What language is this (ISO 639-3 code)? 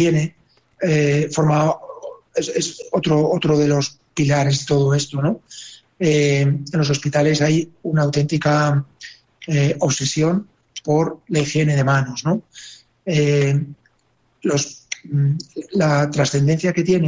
spa